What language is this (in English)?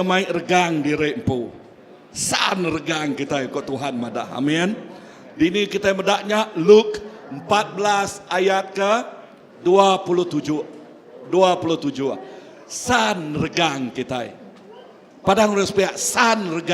Iban